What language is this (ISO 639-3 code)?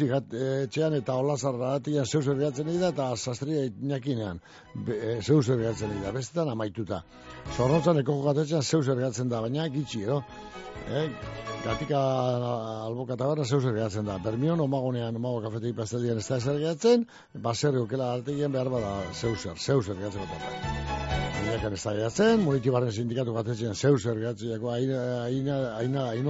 eus